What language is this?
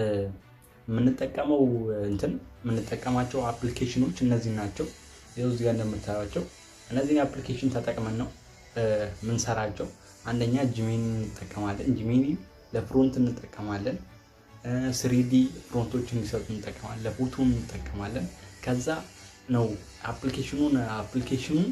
Amharic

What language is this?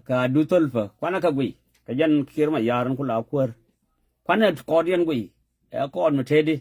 Nuer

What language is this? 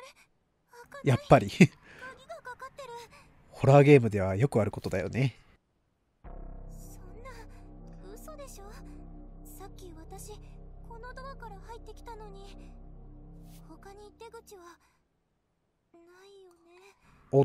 Japanese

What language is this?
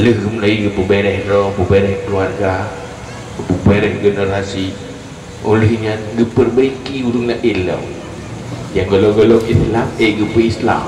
Achinese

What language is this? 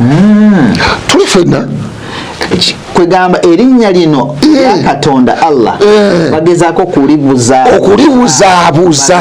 Ganda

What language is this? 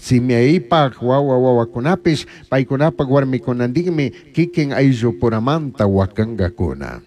Chimborazo Highland Quichua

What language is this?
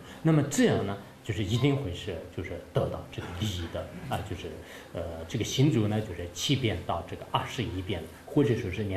Chinese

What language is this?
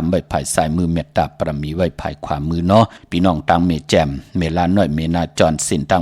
Shan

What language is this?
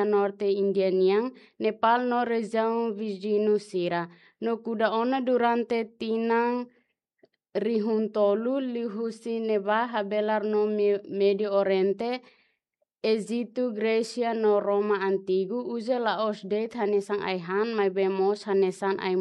Tetum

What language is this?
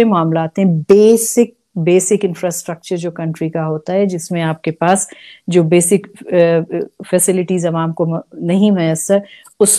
Urdu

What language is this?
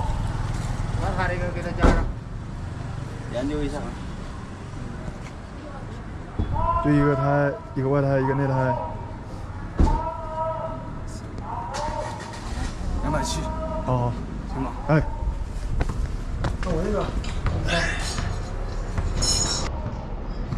Chinese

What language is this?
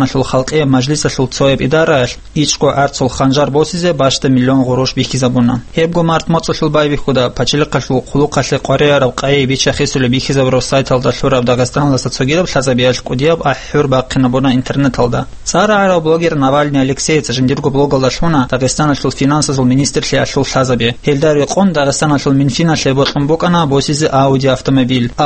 Avaric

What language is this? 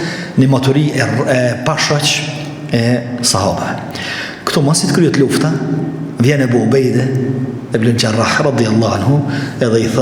Albanian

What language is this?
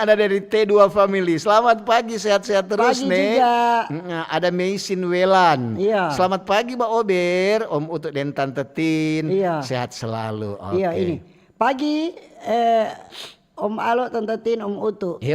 Manado Malay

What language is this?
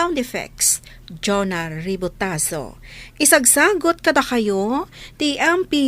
Iloko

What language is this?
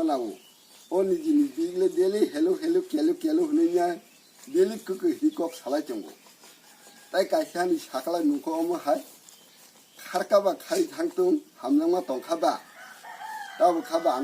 Kok Borok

